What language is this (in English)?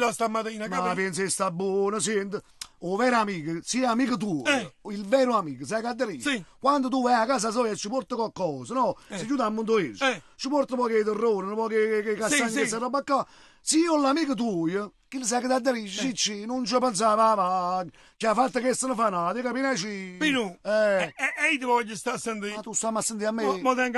Neapolitan